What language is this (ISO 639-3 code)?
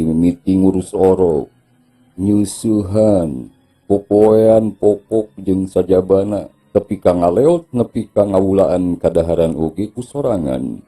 sun